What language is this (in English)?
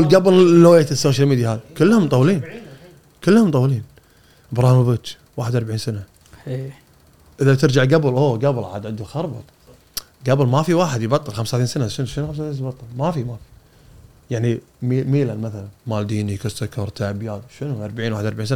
Gulf Arabic